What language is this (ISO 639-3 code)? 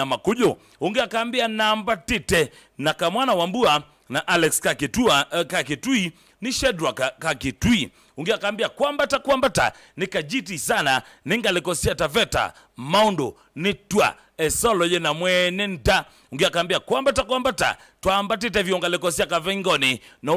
kam